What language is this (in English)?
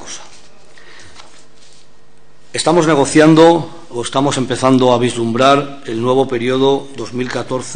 Spanish